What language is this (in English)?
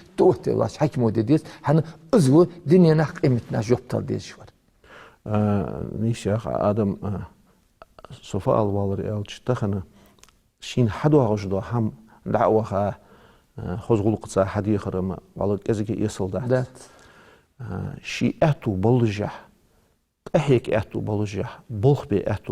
Ingush